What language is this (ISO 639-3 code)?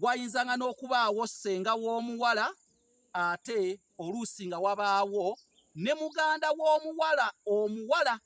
lug